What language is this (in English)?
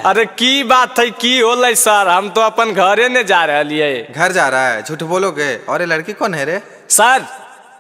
Magahi